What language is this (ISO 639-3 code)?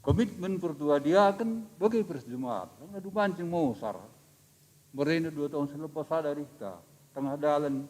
btx